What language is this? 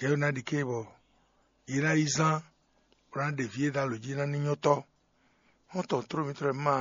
Fon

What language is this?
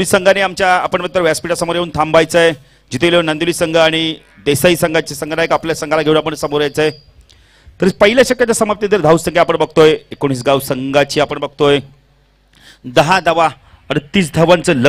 Marathi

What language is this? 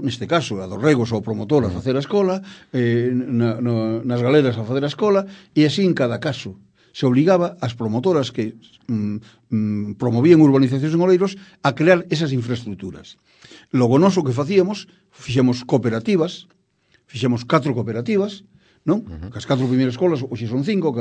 Galician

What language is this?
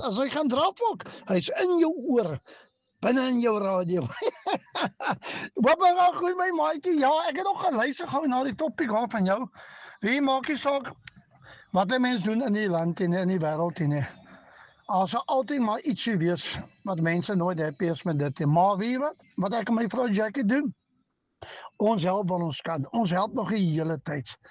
Afrikaans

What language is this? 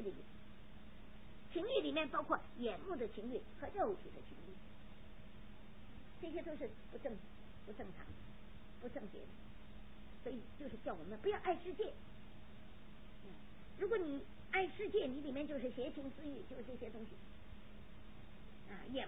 Chinese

